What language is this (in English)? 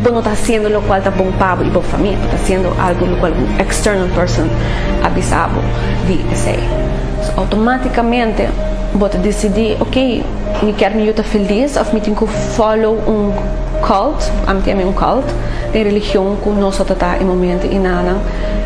Papiamento